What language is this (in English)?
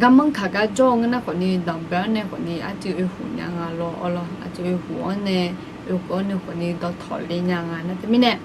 Akha